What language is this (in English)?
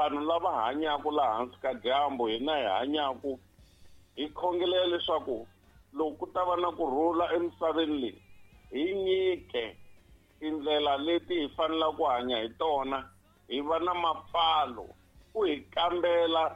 Tsonga